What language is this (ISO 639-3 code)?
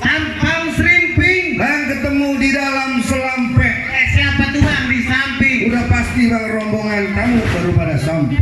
bew